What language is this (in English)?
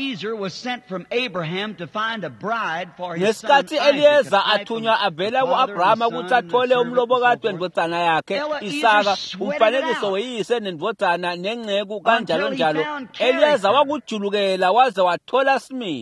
Swati